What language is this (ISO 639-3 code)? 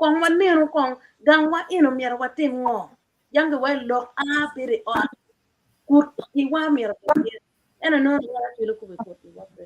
ach